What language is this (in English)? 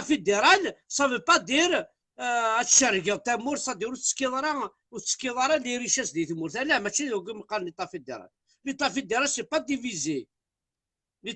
Kabyle